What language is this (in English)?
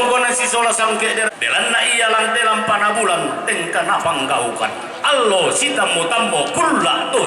Toraja-Sa'dan